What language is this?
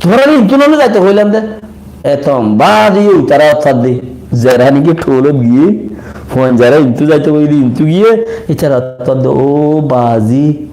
Rohingya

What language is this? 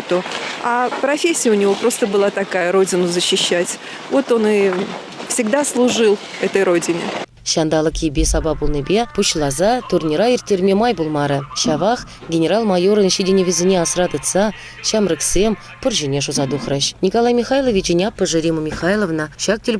Chuvash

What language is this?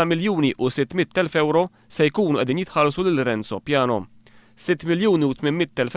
Maltese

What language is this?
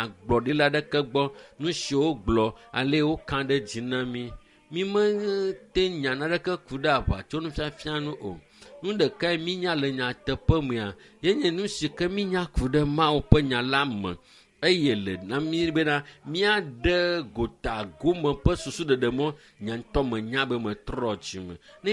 Ewe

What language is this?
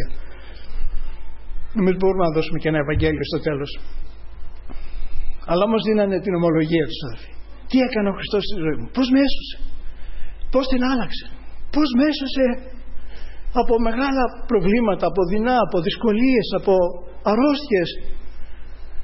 Greek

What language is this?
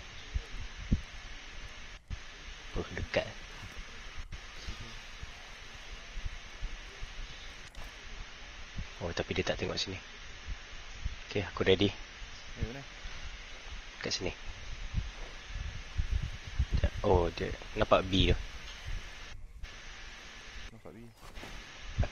Malay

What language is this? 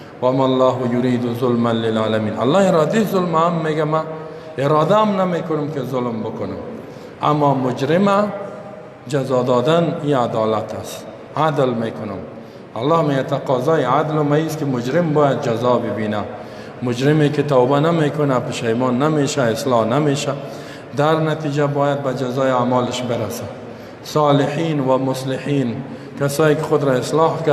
Persian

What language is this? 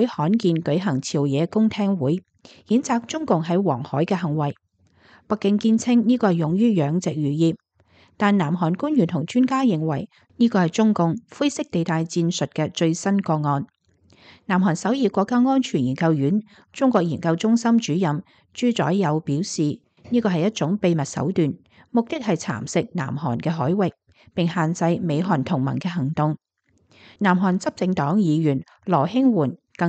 Cantonese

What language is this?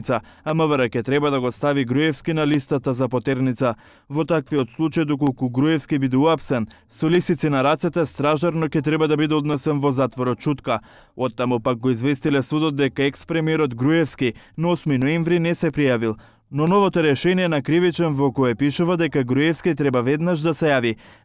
Macedonian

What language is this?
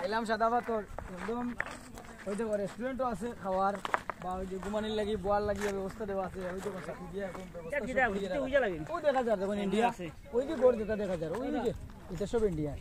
Sylheti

